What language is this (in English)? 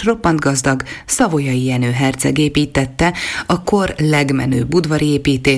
Hungarian